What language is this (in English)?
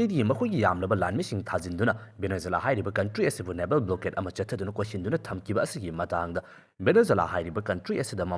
Manipuri